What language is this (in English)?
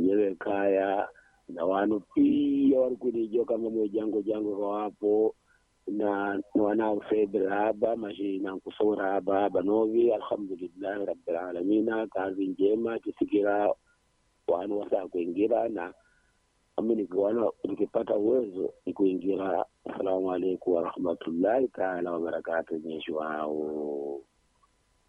Swahili